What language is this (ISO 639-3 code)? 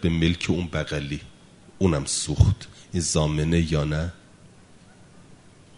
fas